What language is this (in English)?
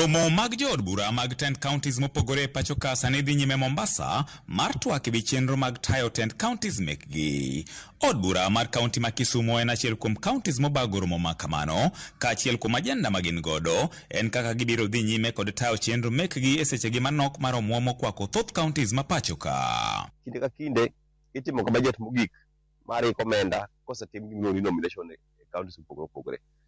Luo (Kenya and Tanzania)